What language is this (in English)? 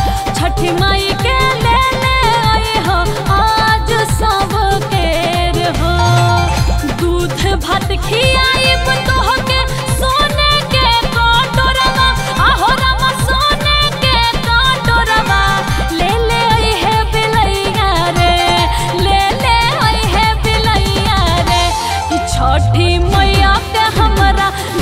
Bhojpuri